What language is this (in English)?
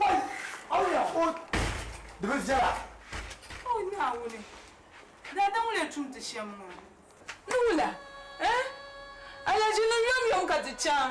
Dagbani